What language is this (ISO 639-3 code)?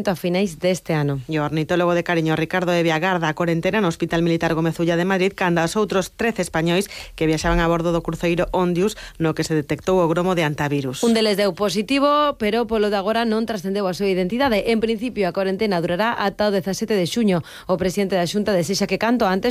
glg